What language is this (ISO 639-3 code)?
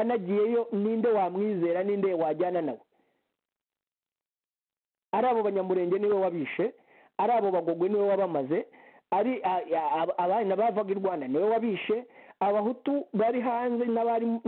kin